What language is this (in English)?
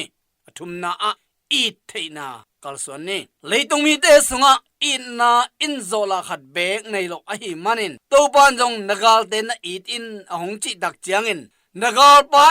Tedim Chin